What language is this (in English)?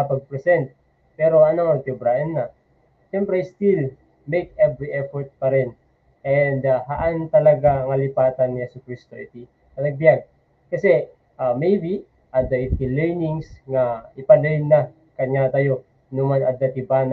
Iloko